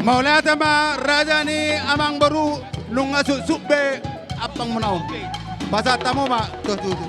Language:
Batak Toba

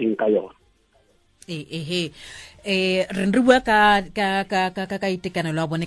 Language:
Tswana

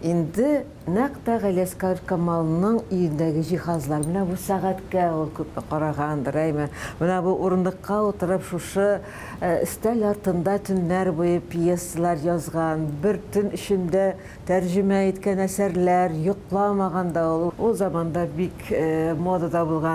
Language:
Tatar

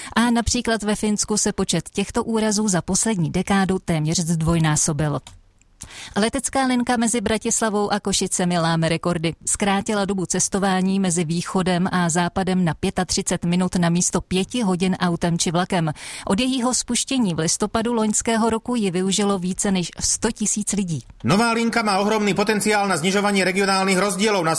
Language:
Czech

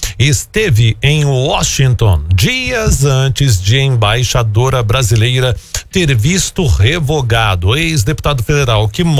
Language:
Portuguese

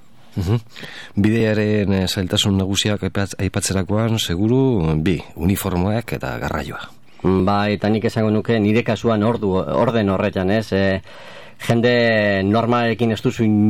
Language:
Basque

